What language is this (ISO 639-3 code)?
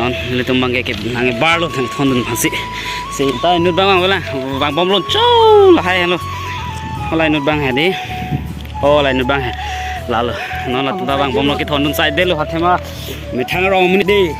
mjw